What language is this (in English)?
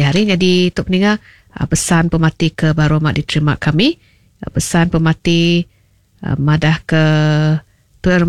Iban